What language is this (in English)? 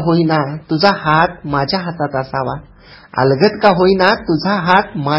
Marathi